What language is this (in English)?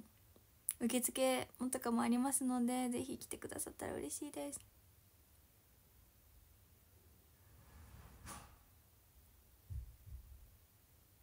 Japanese